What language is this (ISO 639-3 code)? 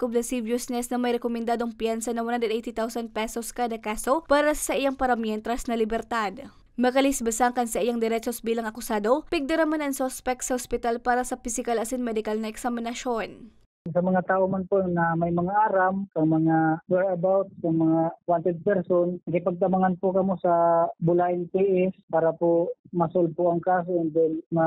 bik